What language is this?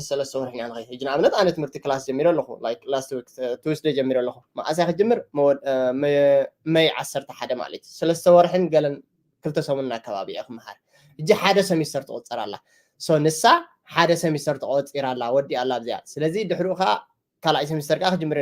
Tigrinya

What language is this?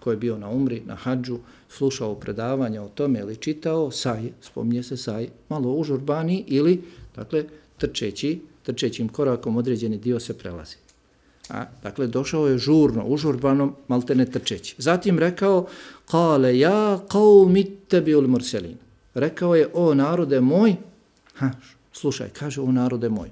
Bosnian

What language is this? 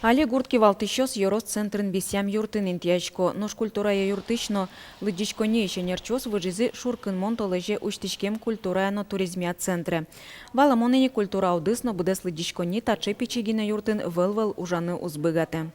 Udmurt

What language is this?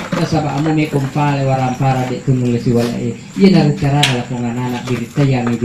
Buginese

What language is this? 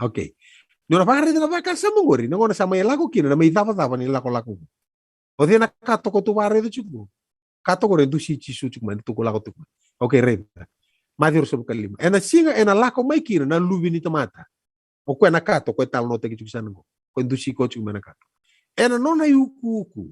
Fijian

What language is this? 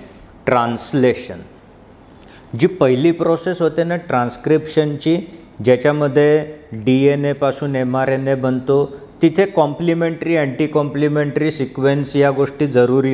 Marathi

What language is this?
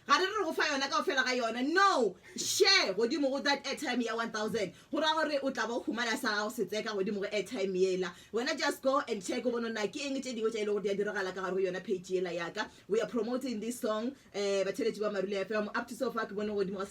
Northern Sotho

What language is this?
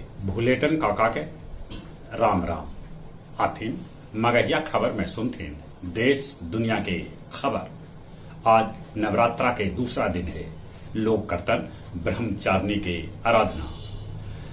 Magahi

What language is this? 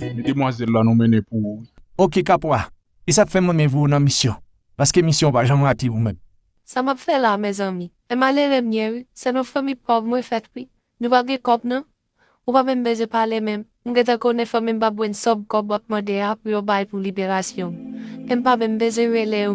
Haitian Creole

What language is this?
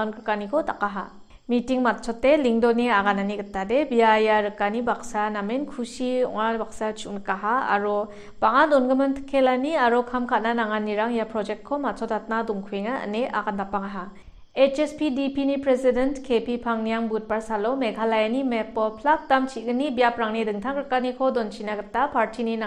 Garo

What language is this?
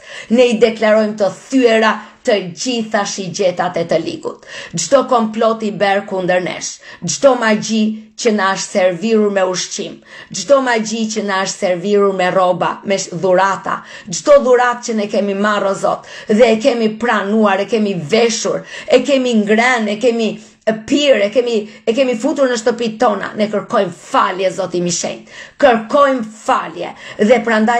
Albanian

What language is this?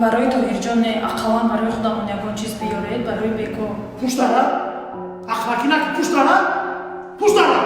Tajik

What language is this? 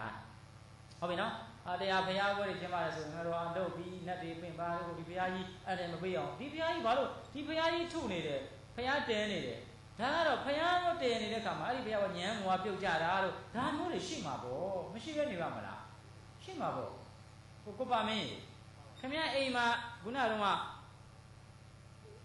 Burmese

